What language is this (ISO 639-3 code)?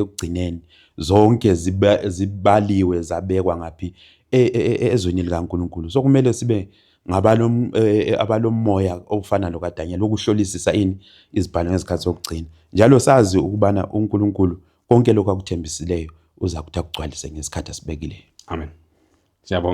zul